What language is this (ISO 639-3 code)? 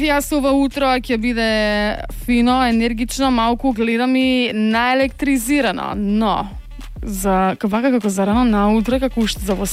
mkd